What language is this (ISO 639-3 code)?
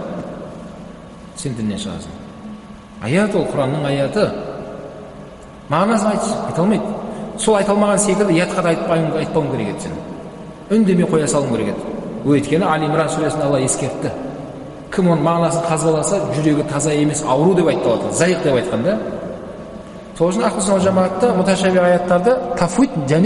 kaz